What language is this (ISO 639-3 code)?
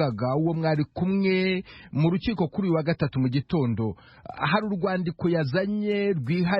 run